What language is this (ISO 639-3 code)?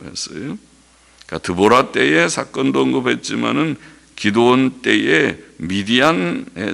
kor